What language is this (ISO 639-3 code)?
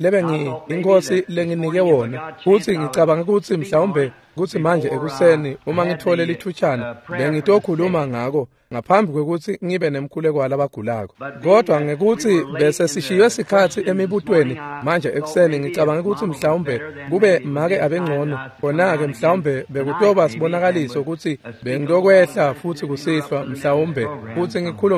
ssw